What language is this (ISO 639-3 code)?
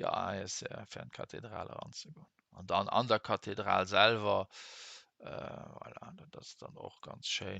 ltz